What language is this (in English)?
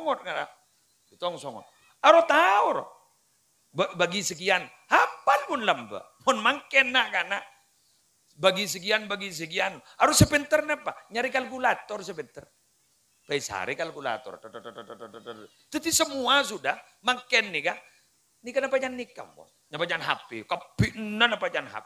Madurese